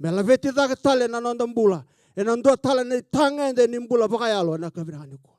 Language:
Fijian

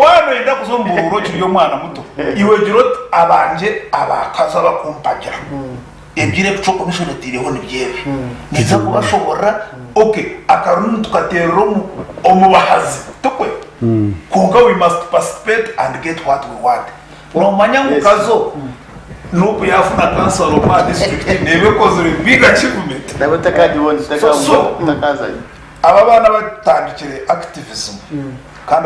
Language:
Nyankole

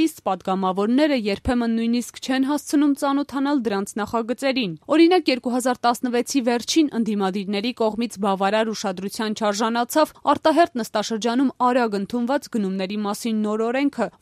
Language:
Armenian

